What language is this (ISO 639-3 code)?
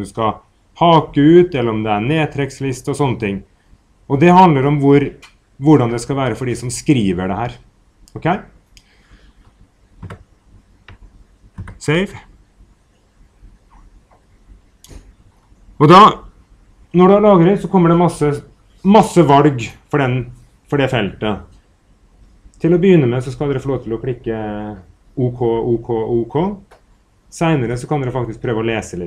nor